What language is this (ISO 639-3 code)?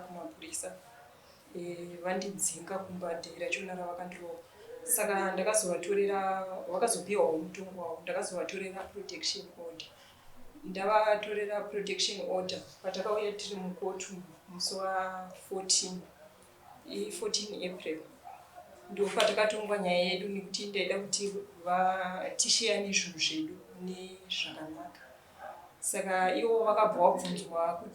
sna